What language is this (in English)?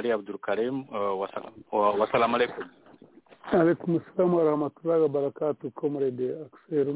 Kinyarwanda